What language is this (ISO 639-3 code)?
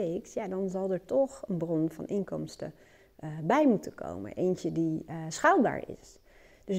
nld